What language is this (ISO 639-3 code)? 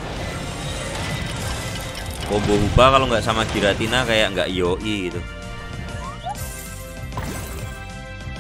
ind